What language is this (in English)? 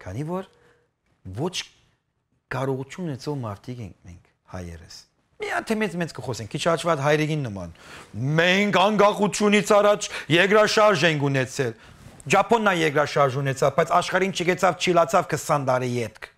Western Armenian